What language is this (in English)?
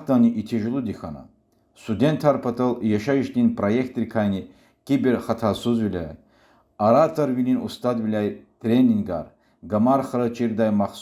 Lezghian